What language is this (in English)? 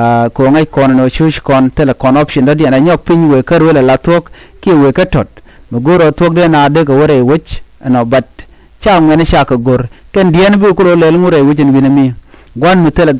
Nuer